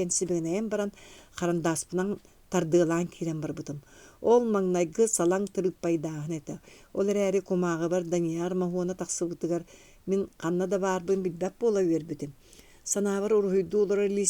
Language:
Yakut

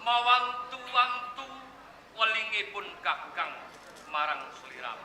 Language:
Javanese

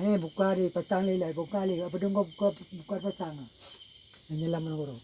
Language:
Achinese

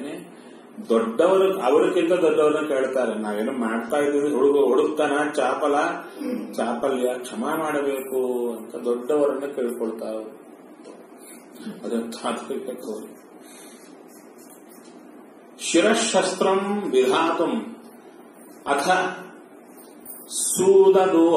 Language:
Kannada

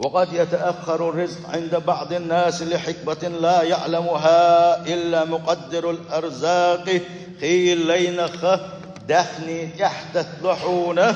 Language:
Chechen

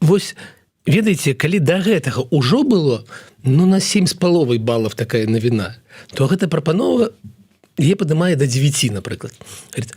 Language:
Belarusian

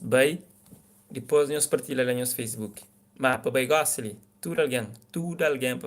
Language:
Kabuverdianu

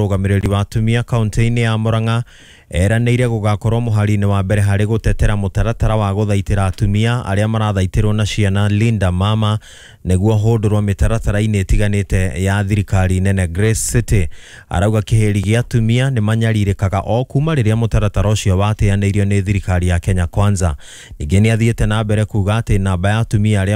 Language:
Kikuyu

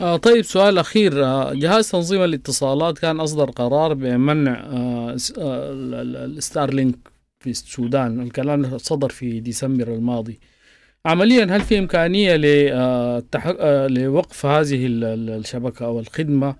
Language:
Sudanese Arabic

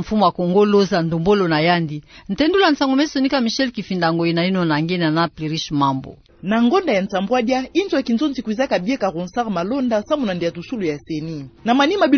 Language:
Kituba (Democratic Republic of Congo)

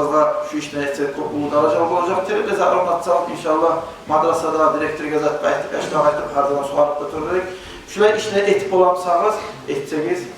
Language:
Kumyk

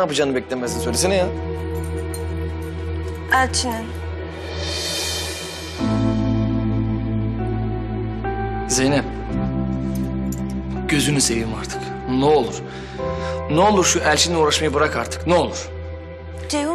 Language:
Turkish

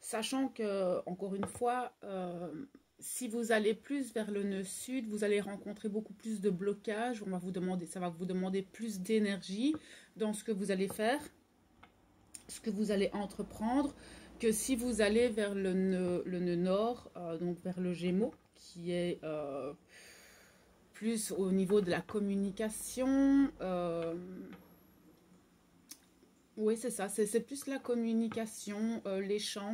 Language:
French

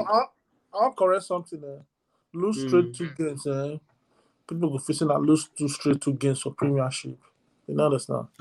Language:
Nigerian Pidgin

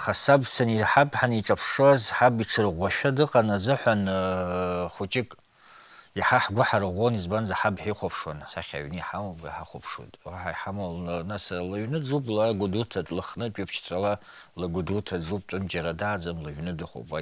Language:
Abkhazian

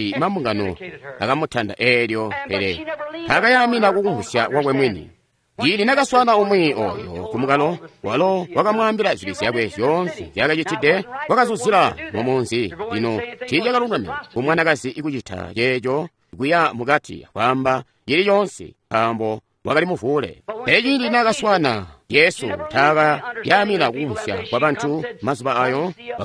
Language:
Tonga (Zambia)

